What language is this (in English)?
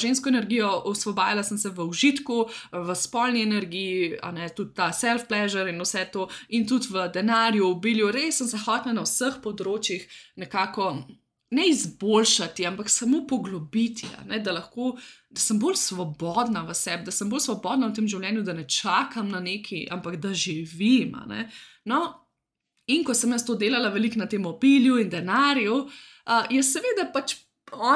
Slovenian